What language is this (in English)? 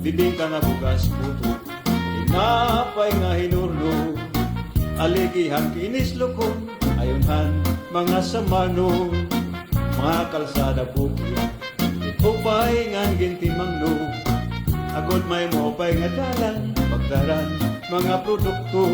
Waray